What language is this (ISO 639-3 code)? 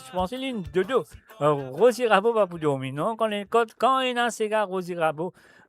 mfe